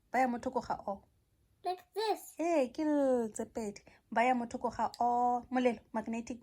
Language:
Tswana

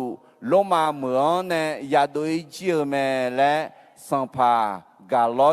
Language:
Akha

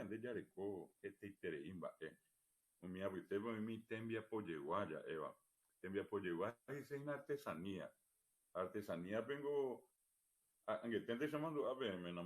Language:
Guarani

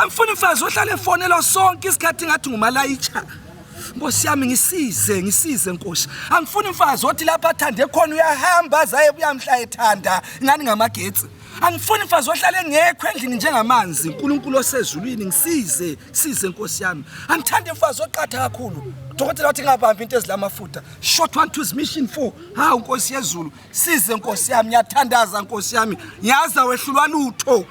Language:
Zulu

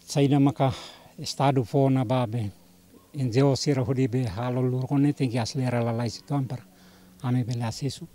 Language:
Tetum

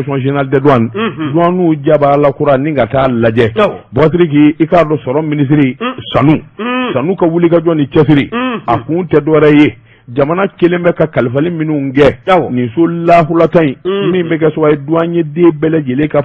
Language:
Bambara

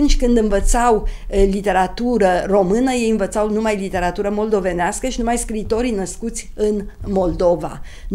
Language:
Romanian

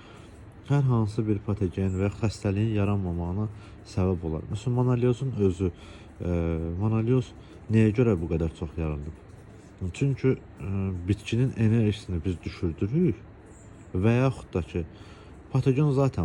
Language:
Azerbaijani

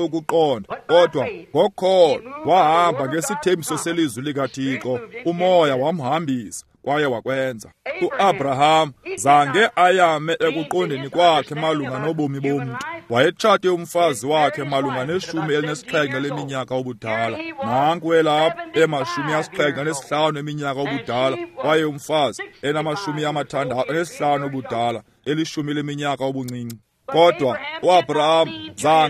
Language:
Xhosa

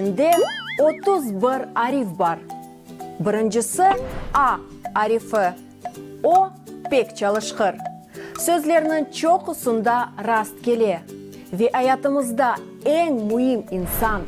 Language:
Crimean Tatar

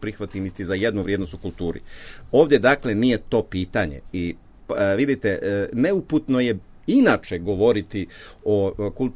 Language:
Serbian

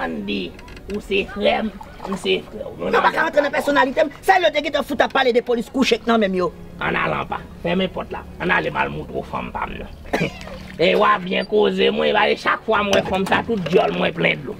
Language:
Haitian Creole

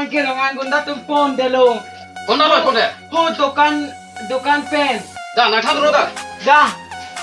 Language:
Karbi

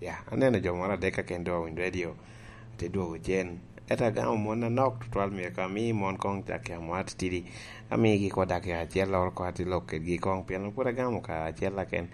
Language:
Lango (Uganda)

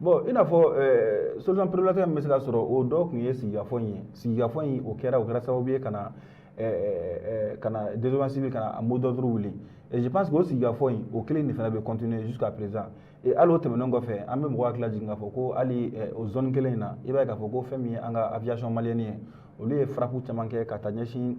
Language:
Bambara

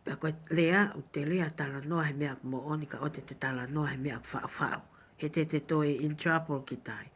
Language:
Tongan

